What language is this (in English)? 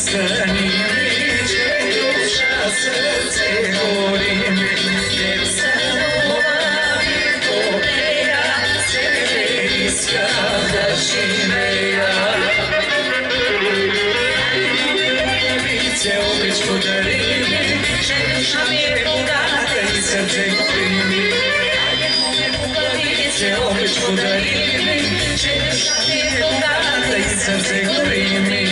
Bulgarian